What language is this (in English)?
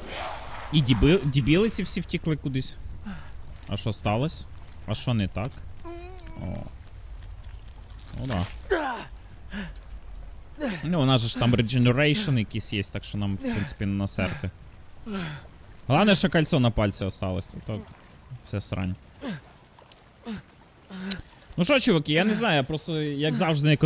Ukrainian